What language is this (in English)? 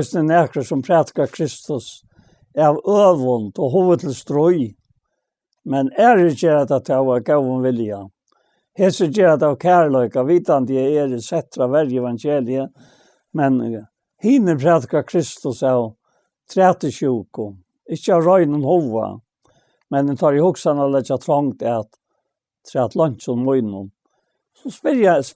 Faroese